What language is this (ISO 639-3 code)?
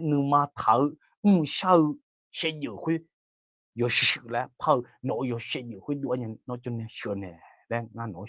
ahk